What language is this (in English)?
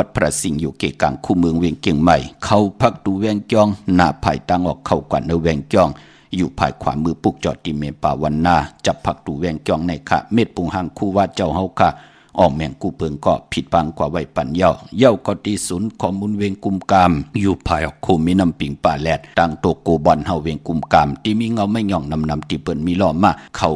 Shan